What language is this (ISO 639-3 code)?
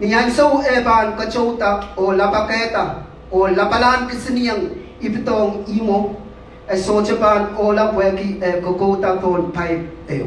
pon